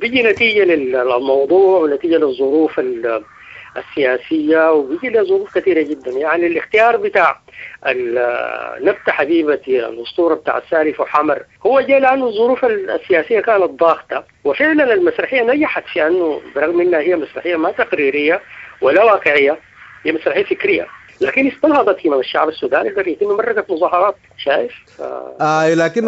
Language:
Sudanese Arabic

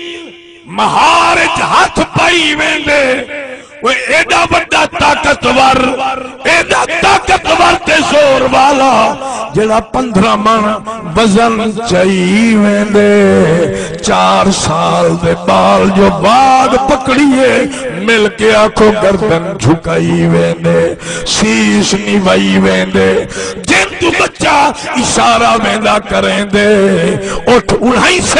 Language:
Saraiki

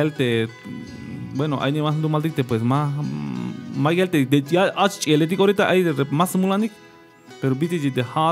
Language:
Tzeltal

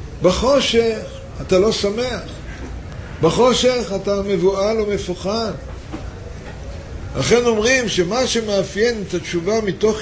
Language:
Hebrew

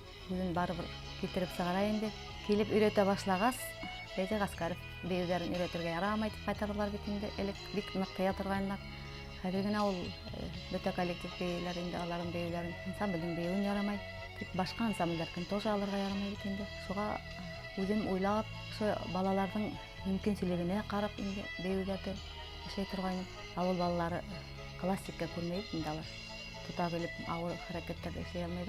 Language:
Bashkir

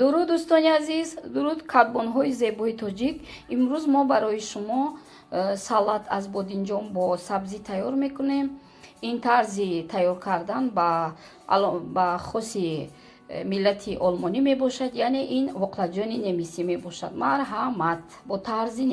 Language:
Tajik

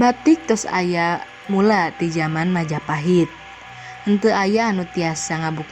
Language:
Sundanese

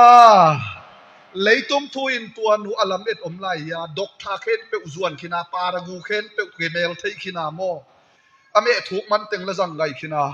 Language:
Tedim Chin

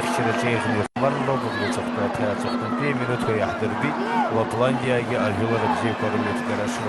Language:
Abkhazian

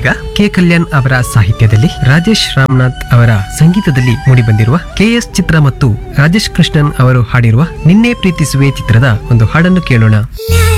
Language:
Kannada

